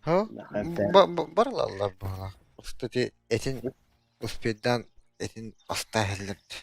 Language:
Yakut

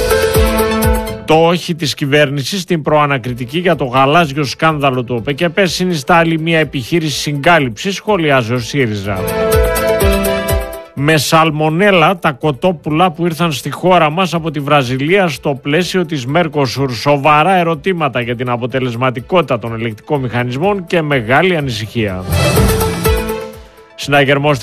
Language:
Greek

